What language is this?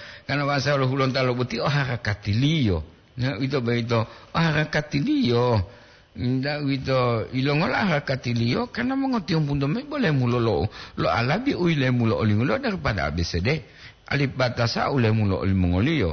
Gorontalo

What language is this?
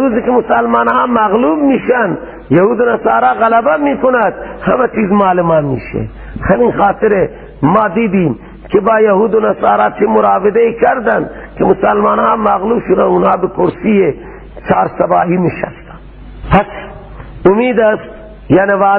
Persian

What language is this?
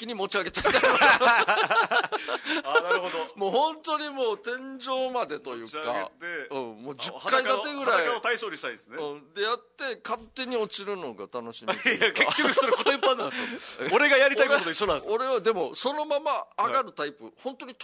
Japanese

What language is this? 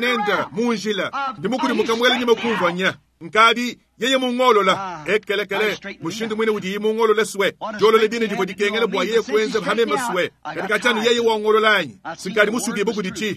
Luba-Lulua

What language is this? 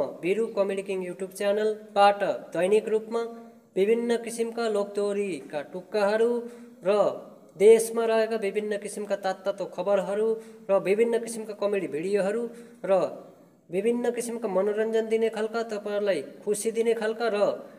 Nepali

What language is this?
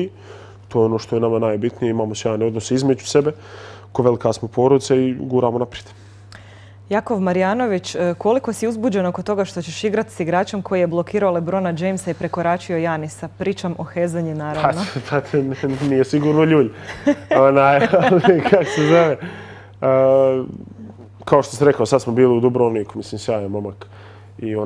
Bosnian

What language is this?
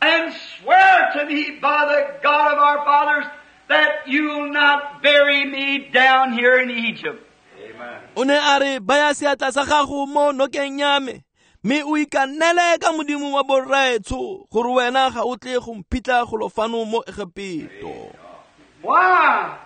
Tswana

